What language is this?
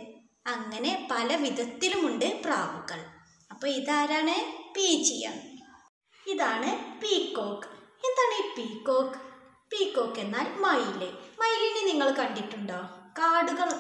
Malayalam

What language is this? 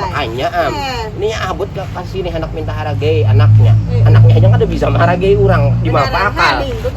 Banjar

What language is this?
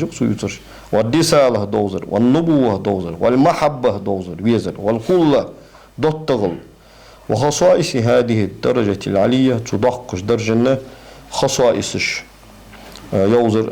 Ingush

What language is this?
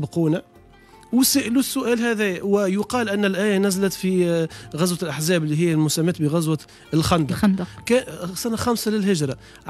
Tunisian Arabic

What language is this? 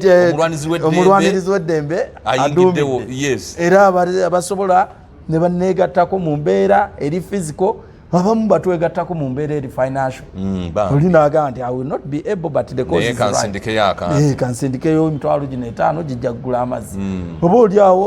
Ganda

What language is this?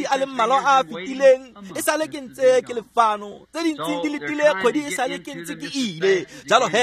Tswana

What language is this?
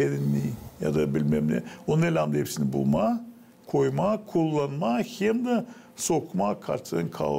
Gagauz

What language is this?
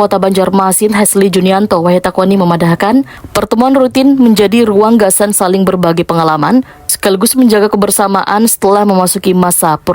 Banjar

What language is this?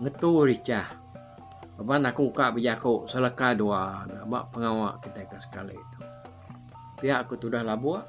Iban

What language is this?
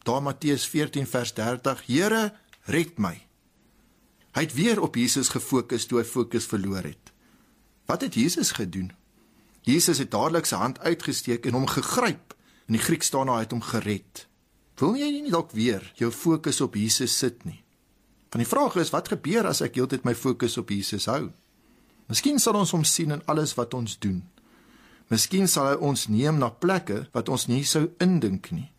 Afrikaans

